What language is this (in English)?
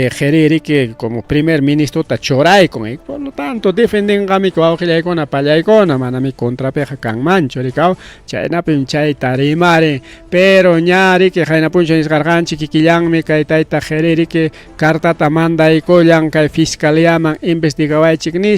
Ayacucho Quechua